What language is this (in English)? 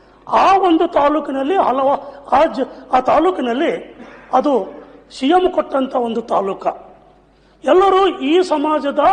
Kannada